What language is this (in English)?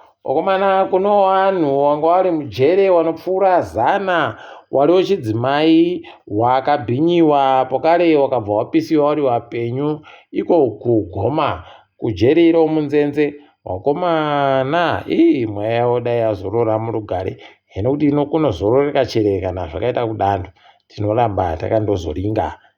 Ndau